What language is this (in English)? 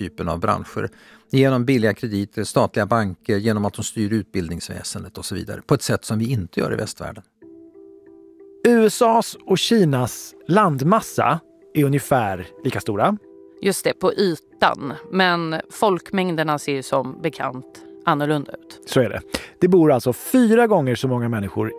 Swedish